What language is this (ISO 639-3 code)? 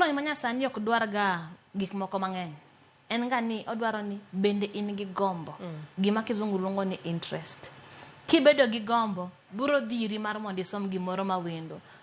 luo